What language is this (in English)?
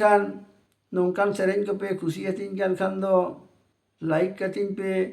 Santali